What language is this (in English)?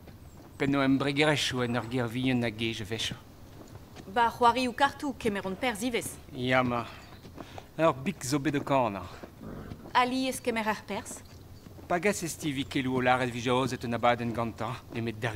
Breton